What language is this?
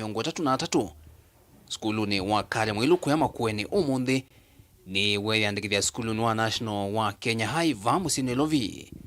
Kamba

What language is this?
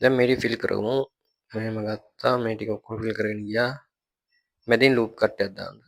Sinhala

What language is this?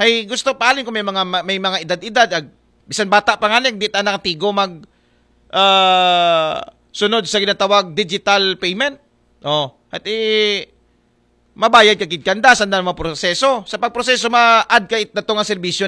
Aklanon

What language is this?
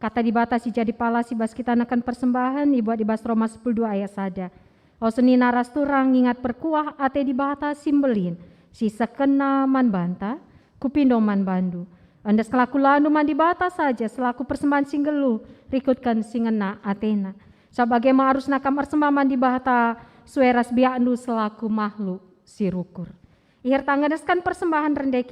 Batak Karo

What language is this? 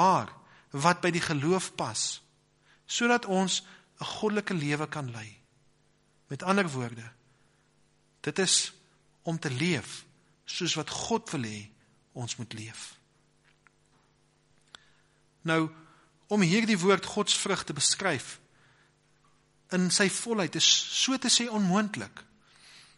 Afrikaans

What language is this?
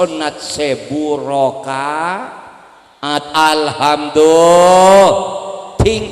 Madurese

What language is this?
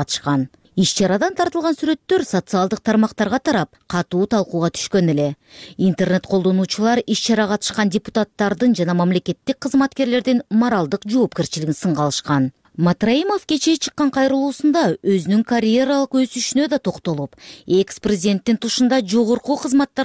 Kyrgyz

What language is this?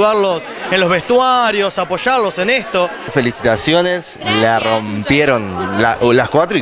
Spanish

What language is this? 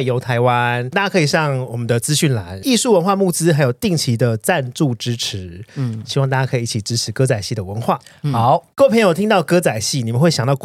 Chinese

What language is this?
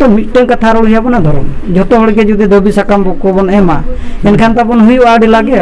Santali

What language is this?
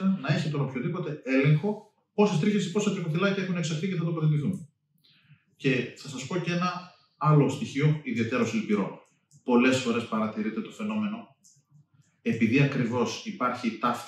Greek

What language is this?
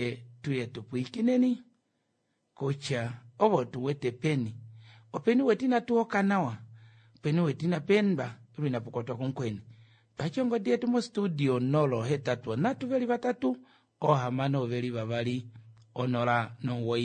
Kuanyama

